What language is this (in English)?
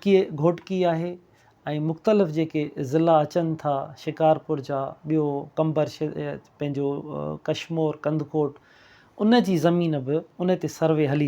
Sindhi